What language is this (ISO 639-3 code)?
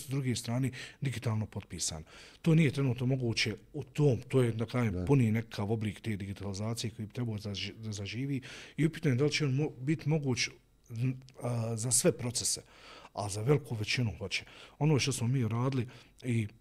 bos